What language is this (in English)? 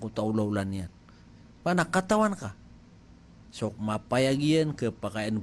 Maranao